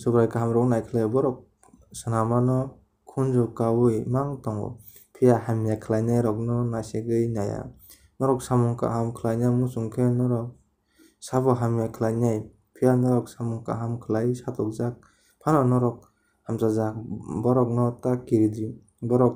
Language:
Kok Borok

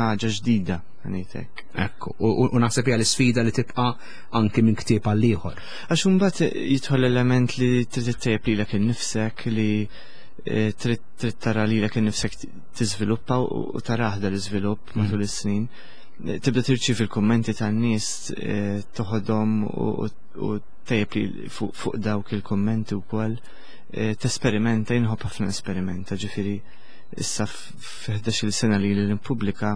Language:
Maltese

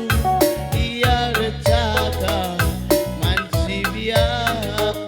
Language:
Batak Karo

